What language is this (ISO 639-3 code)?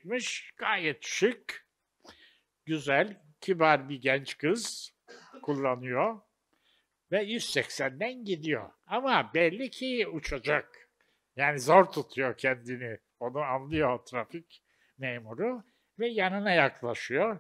tur